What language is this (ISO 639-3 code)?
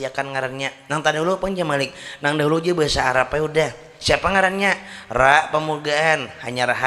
bjn